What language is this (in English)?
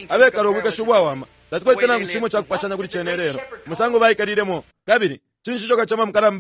Bemba